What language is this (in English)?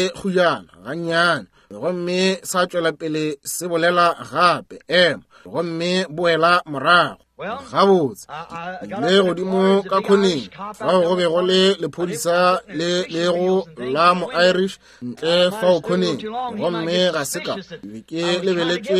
Northern Sotho